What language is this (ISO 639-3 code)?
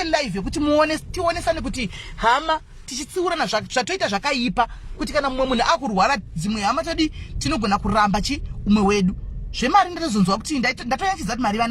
sna